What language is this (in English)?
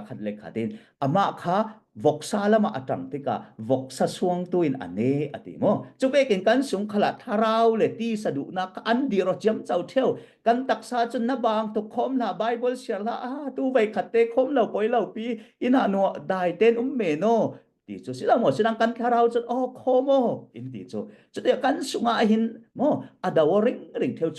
Falam Chin